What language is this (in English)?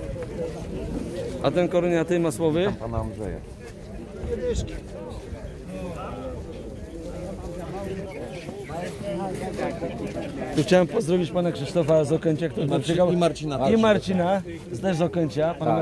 Polish